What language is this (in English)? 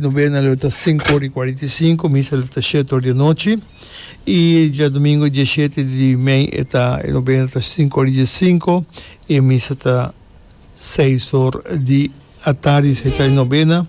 Papiamento